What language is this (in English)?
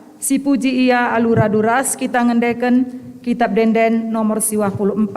Batak Karo